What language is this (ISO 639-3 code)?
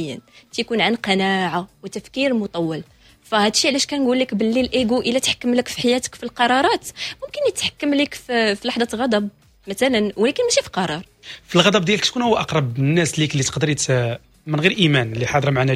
ary